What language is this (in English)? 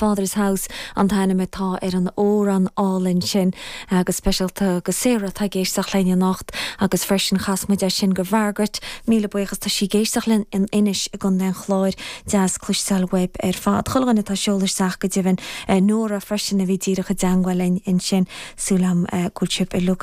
Irish